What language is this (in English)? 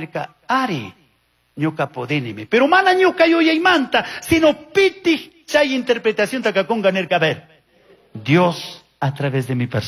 Chimborazo Highland Quichua